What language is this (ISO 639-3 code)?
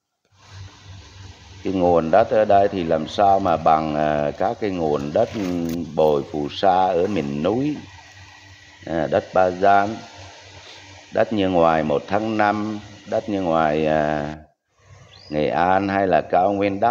vie